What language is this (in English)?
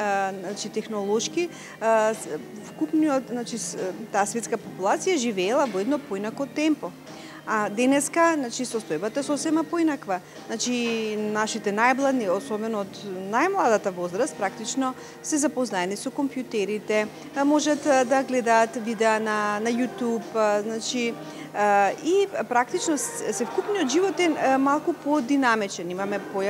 Macedonian